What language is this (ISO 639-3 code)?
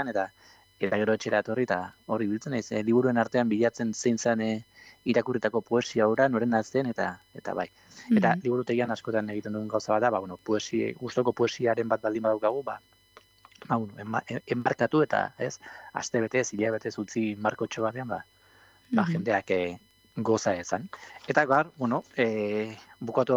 eus